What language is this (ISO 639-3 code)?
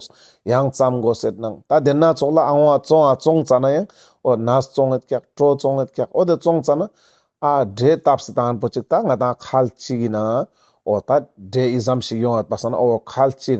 lbj